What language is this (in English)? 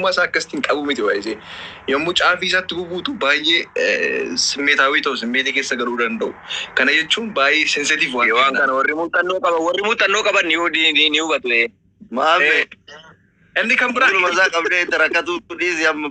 Oromo